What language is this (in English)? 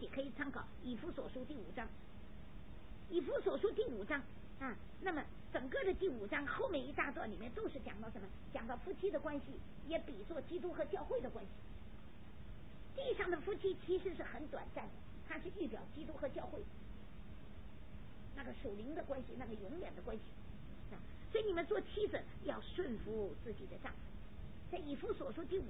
Chinese